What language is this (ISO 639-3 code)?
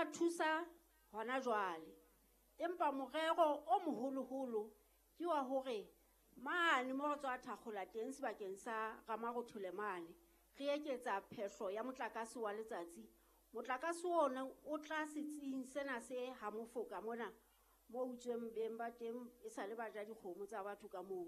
sot